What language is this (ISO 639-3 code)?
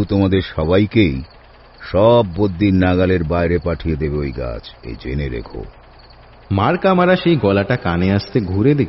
ben